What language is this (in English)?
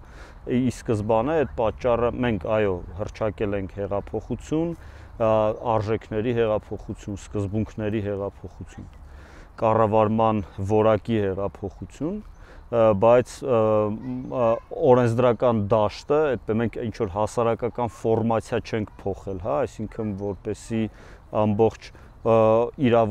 Armenian